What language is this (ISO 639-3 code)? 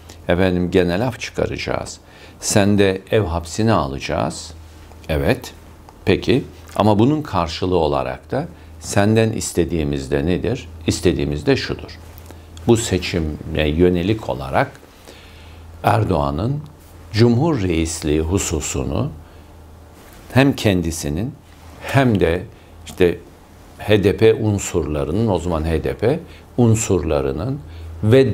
tur